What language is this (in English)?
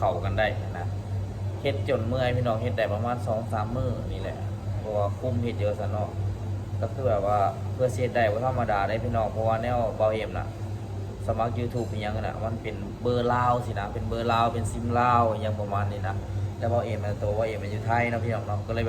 Lao